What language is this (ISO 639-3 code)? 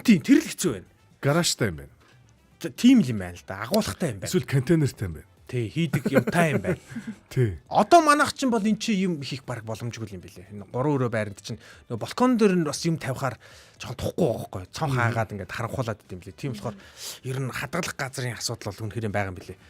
mon